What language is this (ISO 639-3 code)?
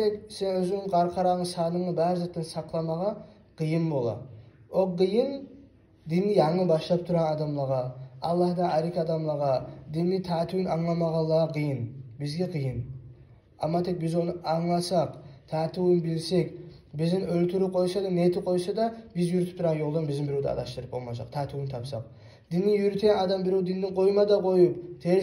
kum